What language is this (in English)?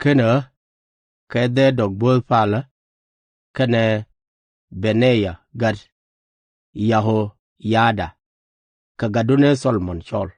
Nuer